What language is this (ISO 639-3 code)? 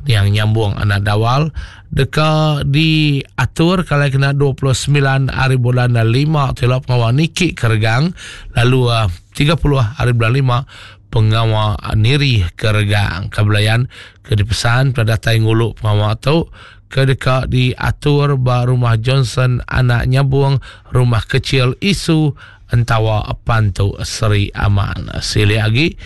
iba